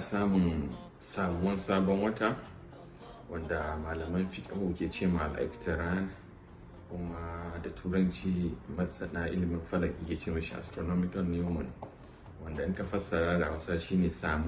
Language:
Hausa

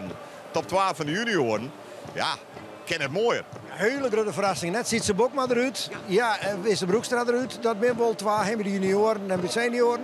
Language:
Western Frisian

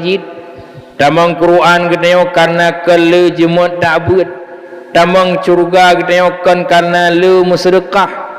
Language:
Achinese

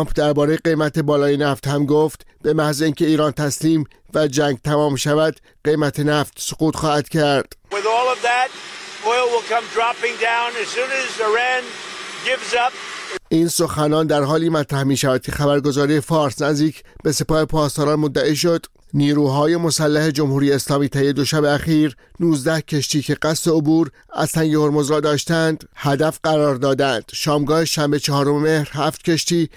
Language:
Persian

